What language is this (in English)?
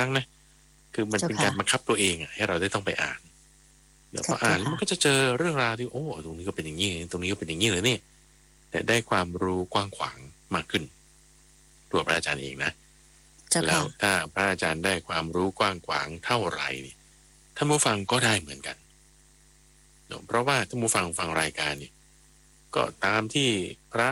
Thai